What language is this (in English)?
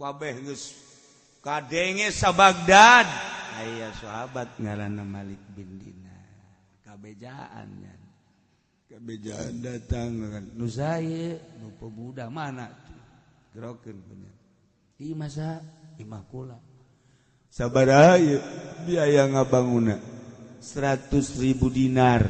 Sundanese